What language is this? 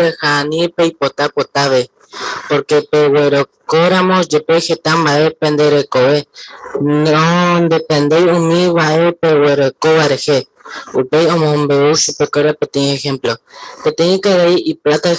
Guarani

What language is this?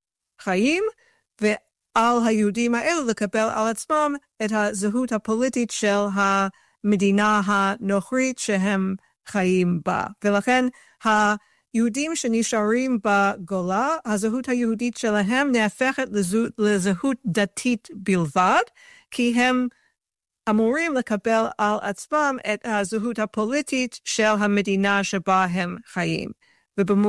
Hebrew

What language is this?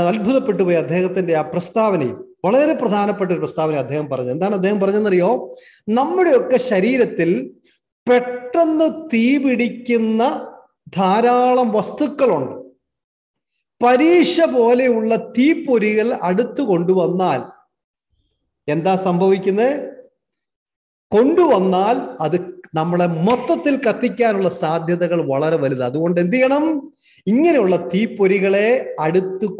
Malayalam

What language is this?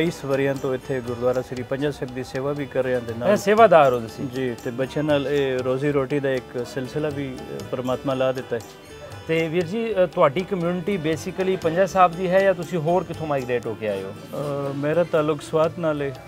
Punjabi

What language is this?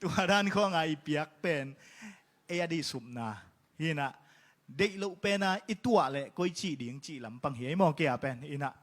Tedim Chin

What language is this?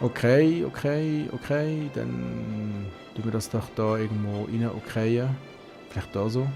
Swiss German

